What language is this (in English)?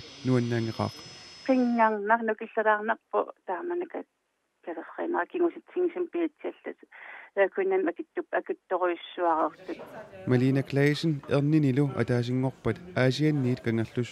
Kalaallisut